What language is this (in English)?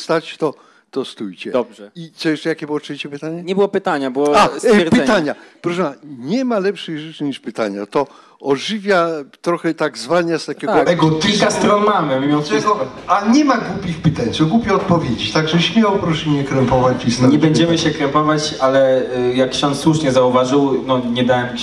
Polish